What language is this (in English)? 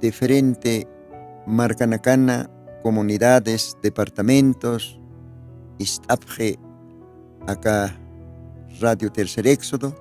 Aymara